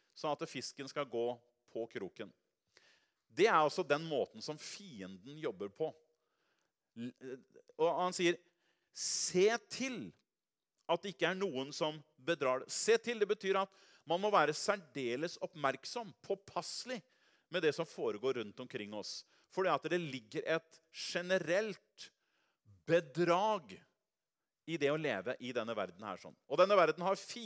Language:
Norwegian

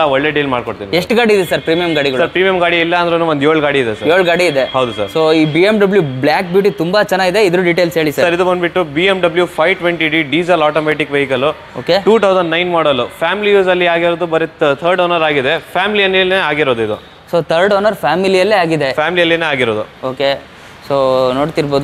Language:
Kannada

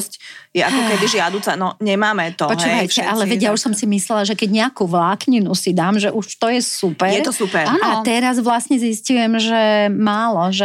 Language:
Slovak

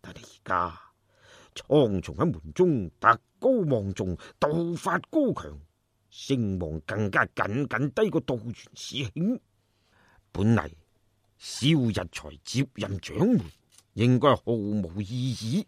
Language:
Cantonese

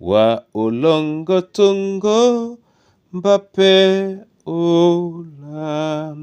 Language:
Duala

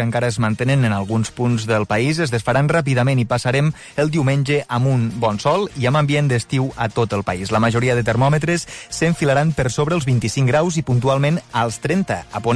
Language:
Catalan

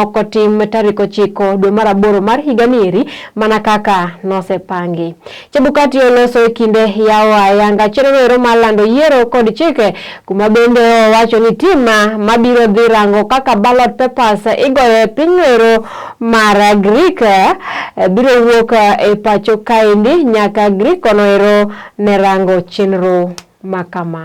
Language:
Luo (Kenya and Tanzania)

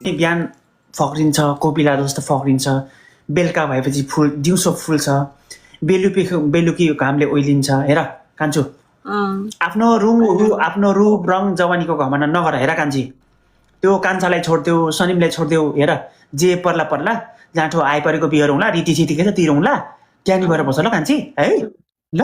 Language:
Nepali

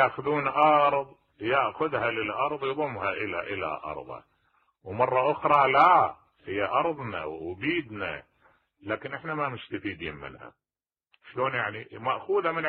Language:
Mesopotamian Arabic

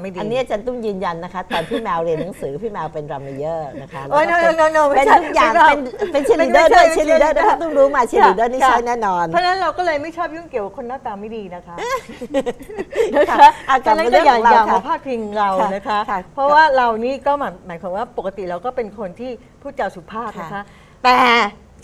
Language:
Thai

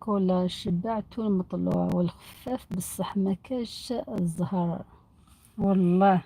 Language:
Algerian Arabic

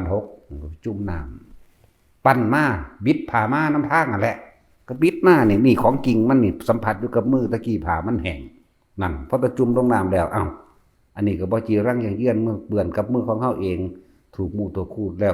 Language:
Northeastern Thai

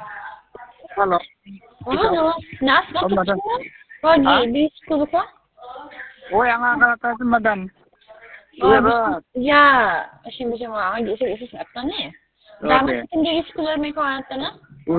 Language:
Khasi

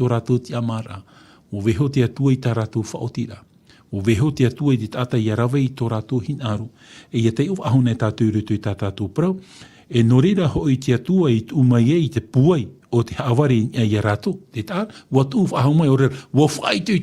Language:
Tahitian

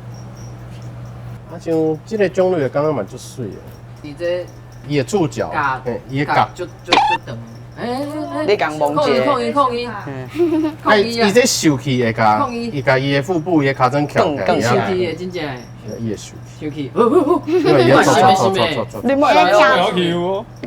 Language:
Min Nan Chinese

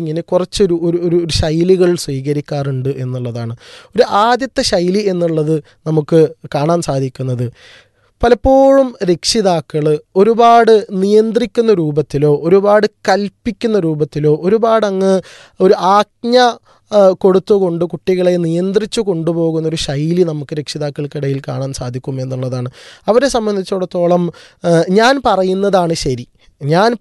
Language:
Malayalam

